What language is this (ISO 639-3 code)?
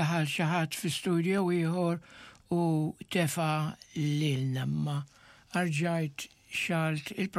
mlt